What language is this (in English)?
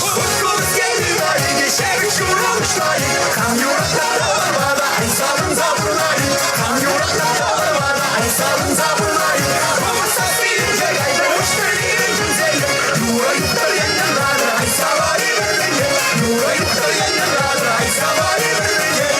Chuvash